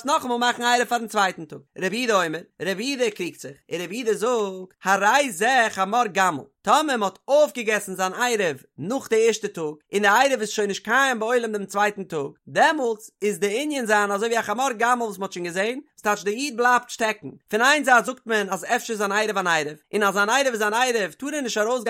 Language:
Yiddish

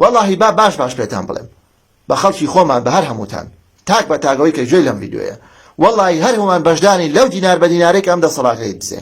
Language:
Central Kurdish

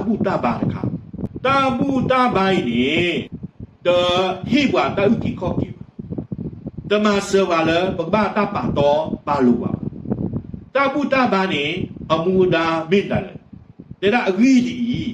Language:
S'gaw Karen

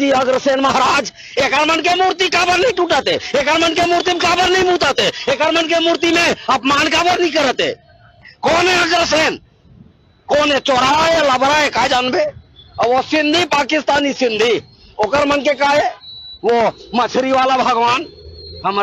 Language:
Chhattisgarhi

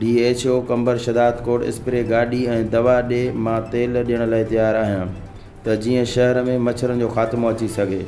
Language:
Sindhi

